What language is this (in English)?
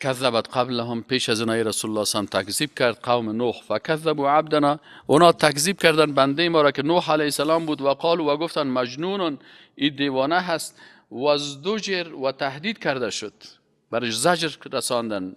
Persian